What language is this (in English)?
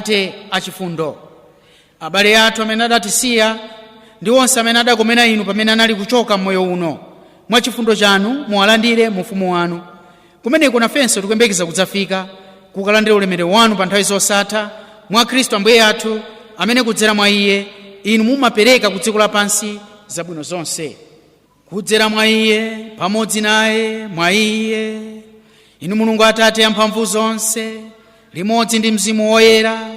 Nyanja